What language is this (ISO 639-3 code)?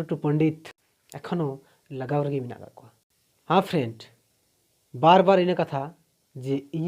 sat